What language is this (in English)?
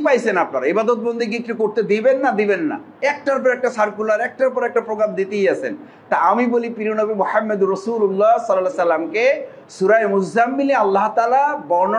Bangla